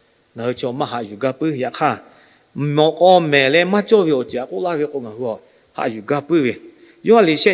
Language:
Lahu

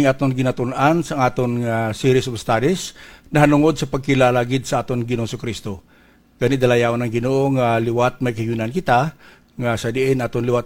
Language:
Hiligaynon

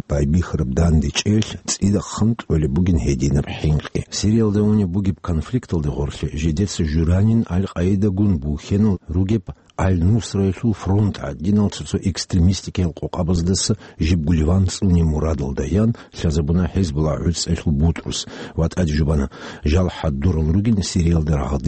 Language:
Avaric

